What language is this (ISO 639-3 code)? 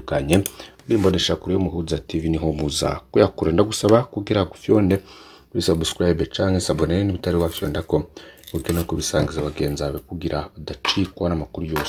run